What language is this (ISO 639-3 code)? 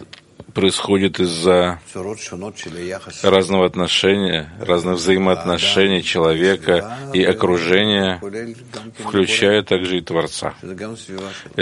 rus